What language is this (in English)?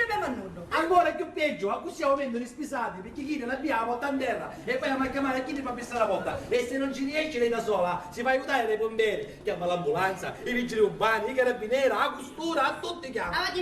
Sicilian